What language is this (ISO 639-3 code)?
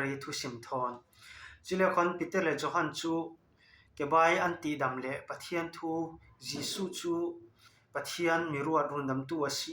cfm